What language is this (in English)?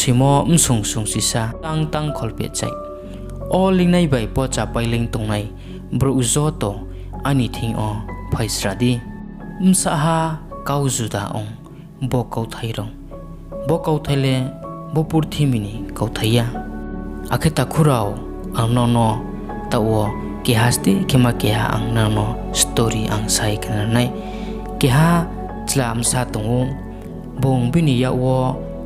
Riang (India)